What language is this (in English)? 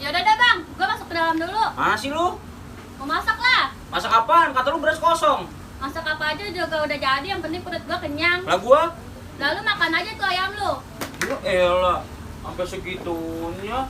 Betawi